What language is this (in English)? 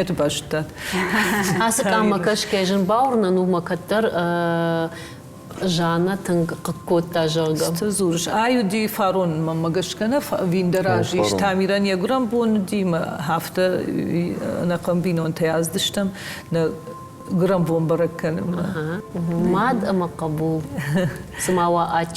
Ossetic